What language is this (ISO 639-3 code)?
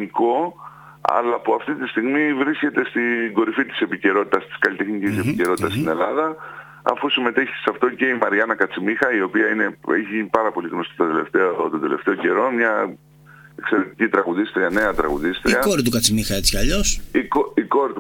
ell